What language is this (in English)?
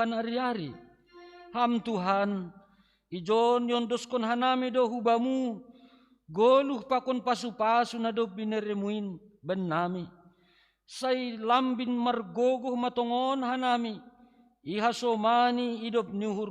Batak Simalungun